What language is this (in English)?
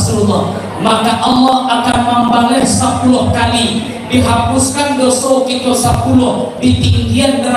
Minangkabau